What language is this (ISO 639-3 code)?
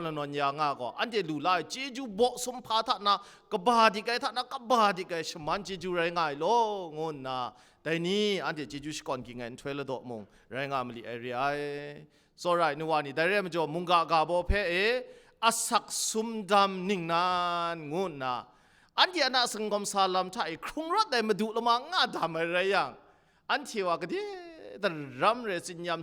kac